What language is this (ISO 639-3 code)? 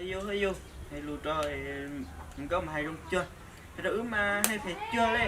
hmn